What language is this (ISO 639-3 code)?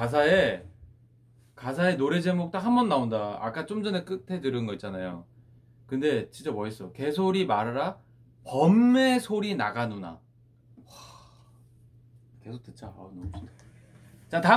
kor